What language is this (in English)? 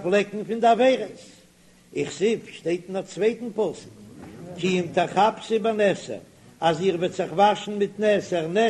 Yiddish